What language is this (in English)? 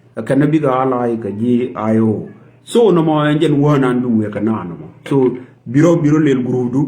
Nuer